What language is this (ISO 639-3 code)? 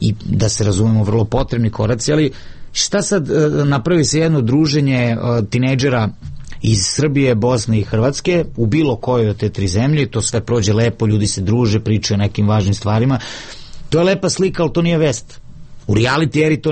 srp